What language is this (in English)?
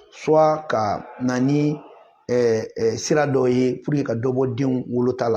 Bambara